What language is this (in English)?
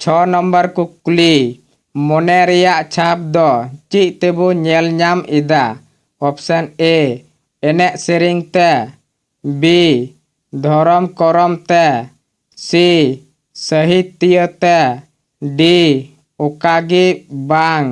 Santali